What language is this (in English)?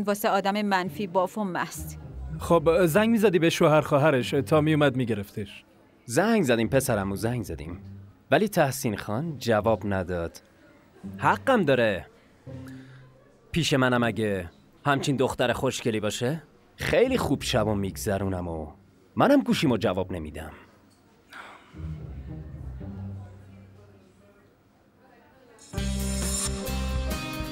Persian